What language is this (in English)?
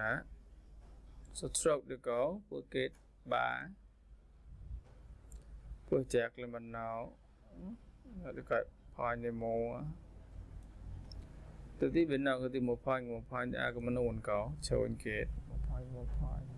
Vietnamese